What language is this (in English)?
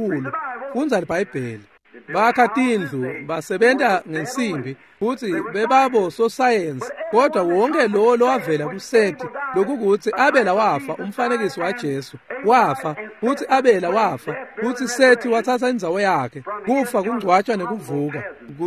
Swati